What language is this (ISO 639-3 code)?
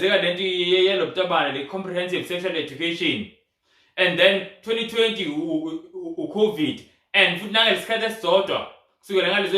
zul